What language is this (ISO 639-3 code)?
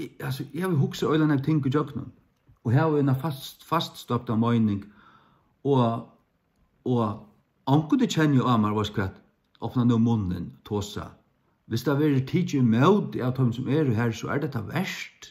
fao